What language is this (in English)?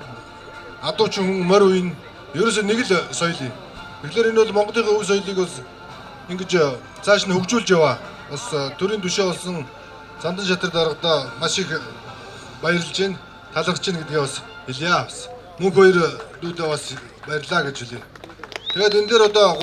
Mongolian